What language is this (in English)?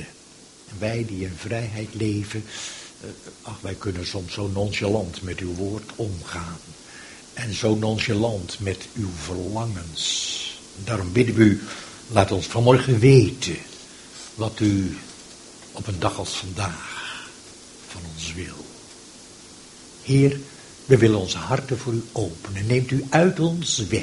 Dutch